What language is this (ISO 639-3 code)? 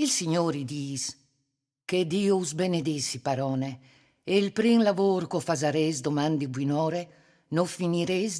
fur